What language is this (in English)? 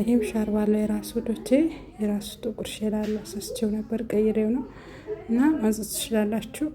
Amharic